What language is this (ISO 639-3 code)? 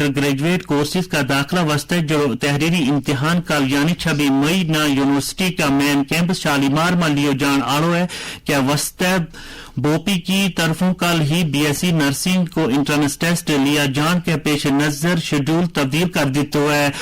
gju